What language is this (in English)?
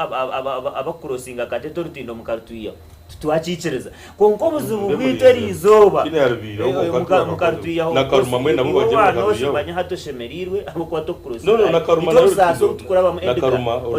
Nyankole